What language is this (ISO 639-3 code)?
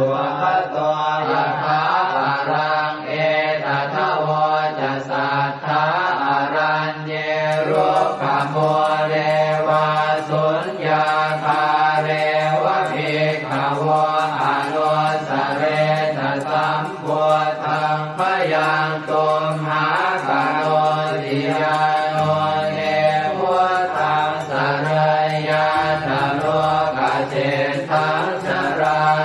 pli